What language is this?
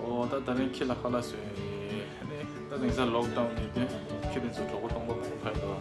Tibetan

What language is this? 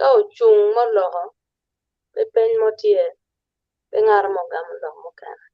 Acoli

